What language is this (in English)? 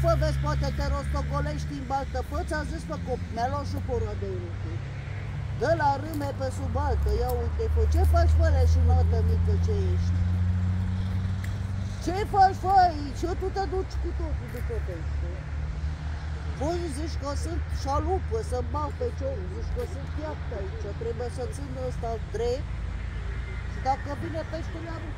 Romanian